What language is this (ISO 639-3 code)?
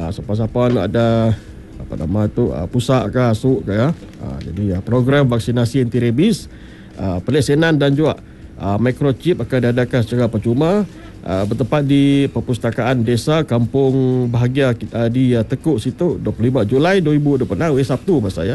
msa